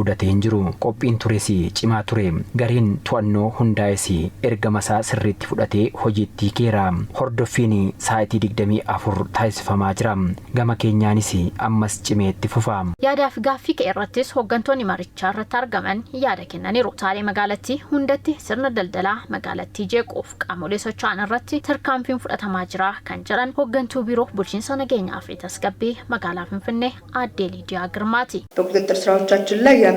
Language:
Oromo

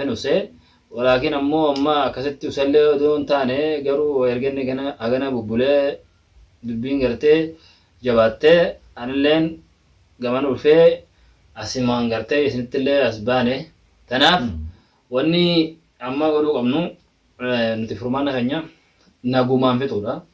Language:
Oromo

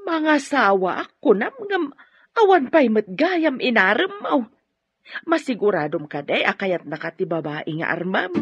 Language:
Iloko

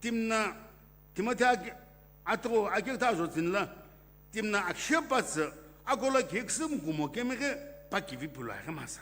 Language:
Sumi Naga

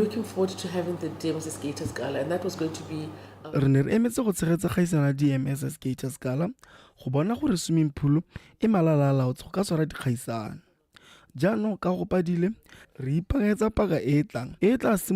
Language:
Tswana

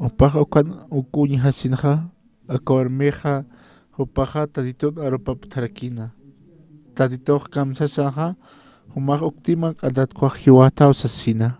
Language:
Aymara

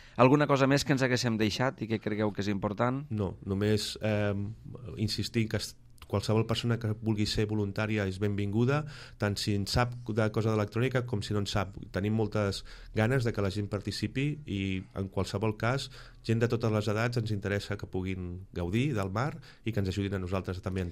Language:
Catalan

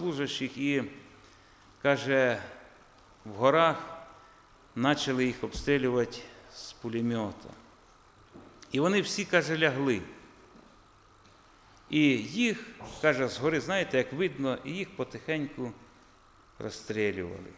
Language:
Ukrainian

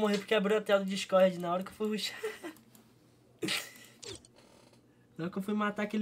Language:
Portuguese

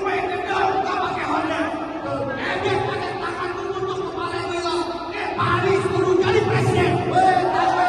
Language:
Betawi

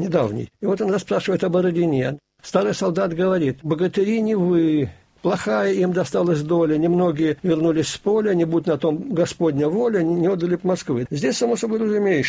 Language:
Russian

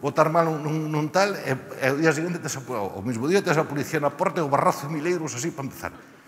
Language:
Galician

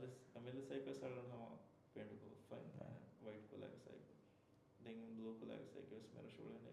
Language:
Divehi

